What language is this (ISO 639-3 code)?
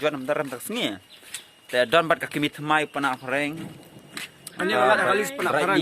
kha